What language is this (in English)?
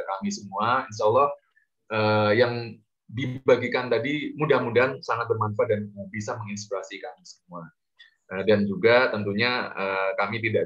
Indonesian